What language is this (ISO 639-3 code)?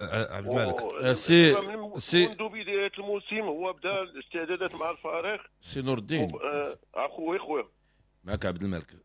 ary